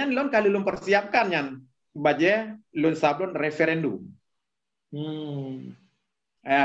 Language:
Achinese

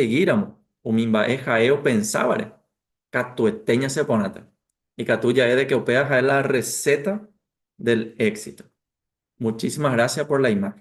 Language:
Guarani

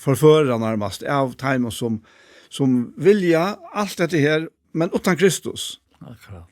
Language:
Faroese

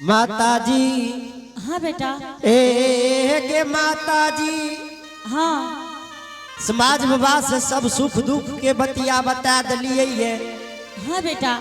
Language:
Angika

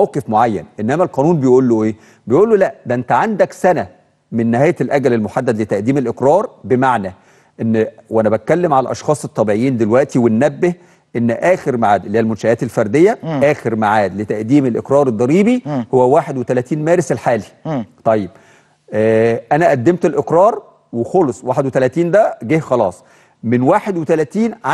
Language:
Egyptian Arabic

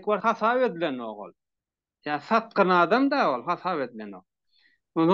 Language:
Turkmen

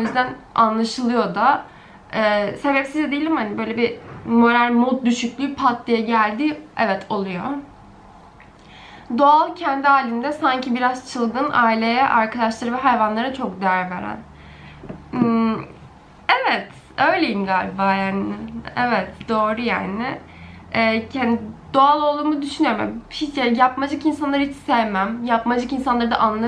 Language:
Turkish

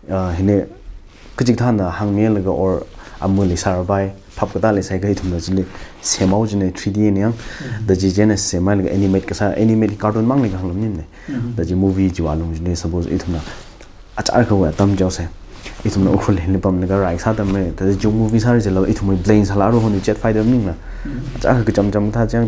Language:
Tangkhul Naga (India)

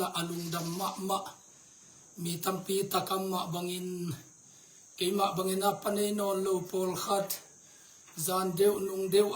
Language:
Tedim Chin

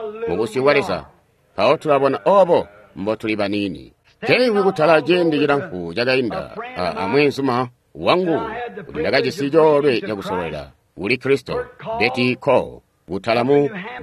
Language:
Tonga (Zambia)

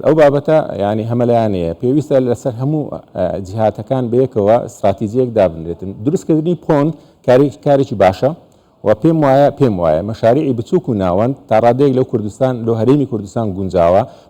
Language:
Central Kurdish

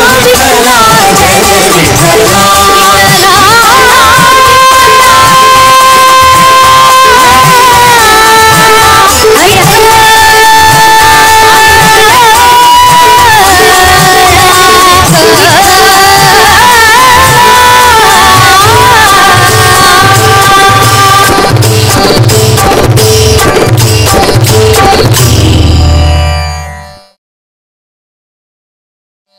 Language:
Marathi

